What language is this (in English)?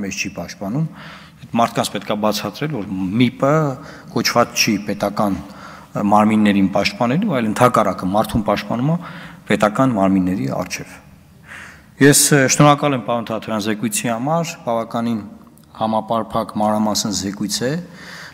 Armenian